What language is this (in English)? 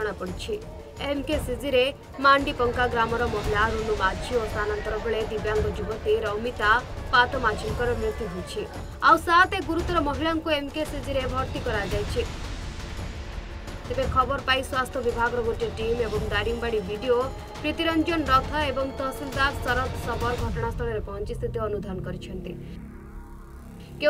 Odia